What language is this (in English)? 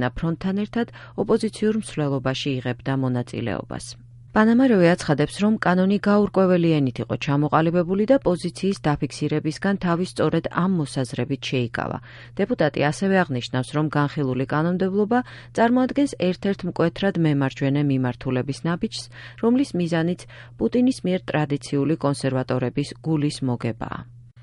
Georgian